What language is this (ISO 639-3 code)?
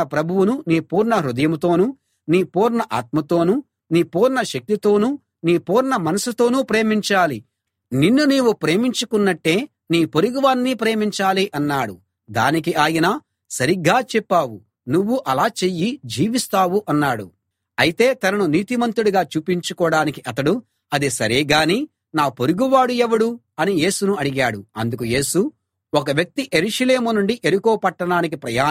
tel